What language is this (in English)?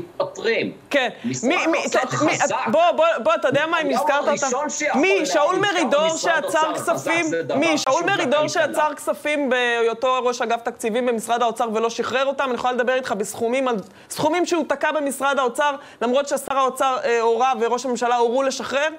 Hebrew